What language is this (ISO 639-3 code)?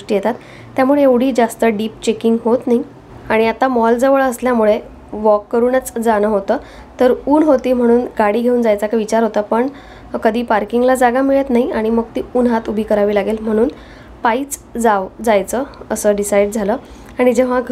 mar